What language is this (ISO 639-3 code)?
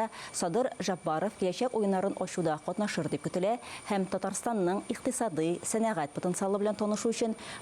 tat